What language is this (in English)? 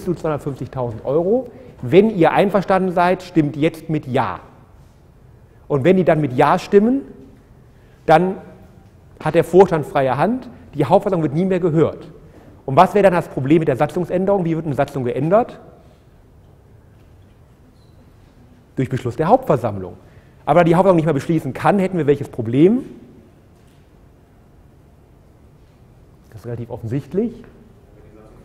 German